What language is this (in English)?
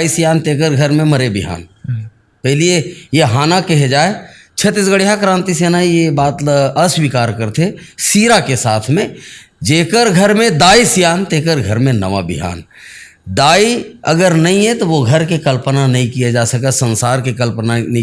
Chhattisgarhi